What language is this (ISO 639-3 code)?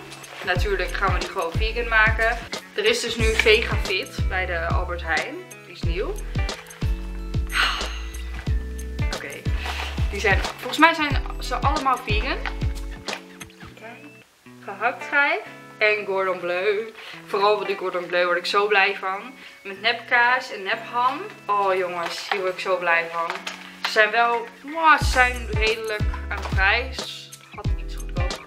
nld